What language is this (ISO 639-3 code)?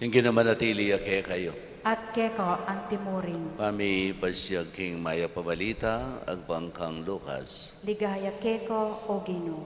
pam